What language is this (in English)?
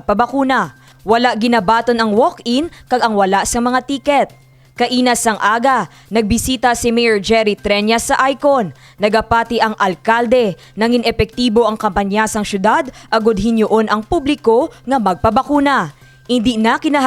Hiligaynon